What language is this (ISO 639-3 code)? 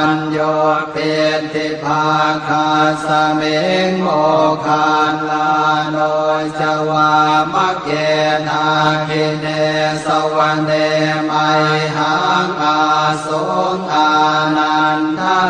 pli